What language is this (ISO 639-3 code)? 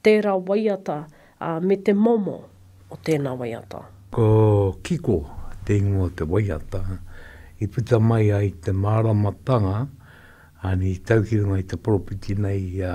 mri